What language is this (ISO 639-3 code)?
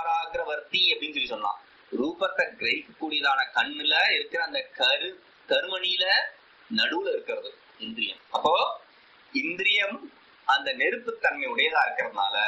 tam